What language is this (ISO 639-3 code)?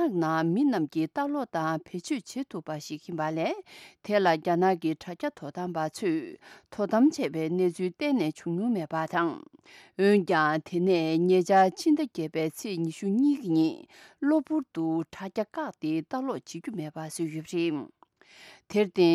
bod